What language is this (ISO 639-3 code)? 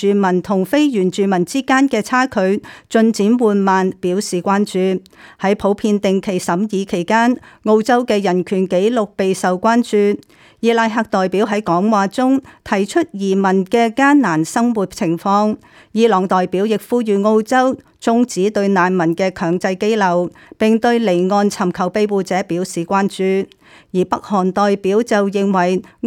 yue